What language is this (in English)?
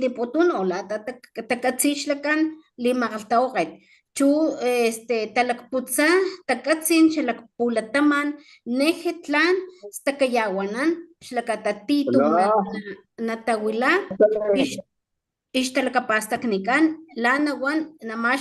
Papantla Totonac